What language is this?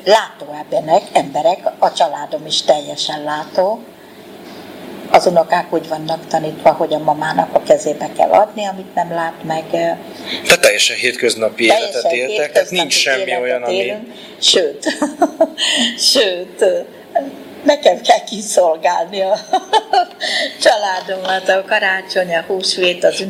Hungarian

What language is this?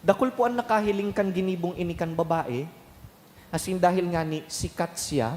Bikol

